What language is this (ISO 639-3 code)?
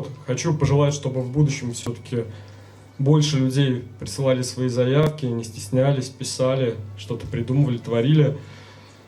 chv